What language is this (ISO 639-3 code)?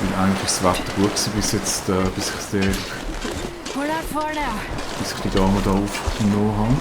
gsw